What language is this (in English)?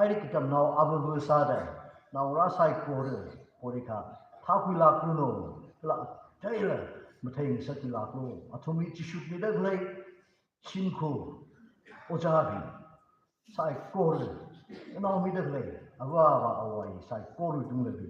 Tangkhul Naga (India)